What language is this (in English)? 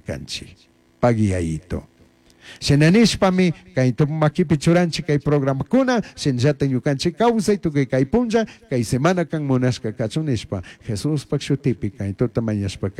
Chimborazo Highland Quichua